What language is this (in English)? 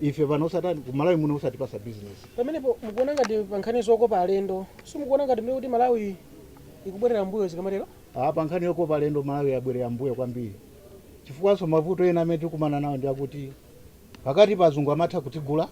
Nyanja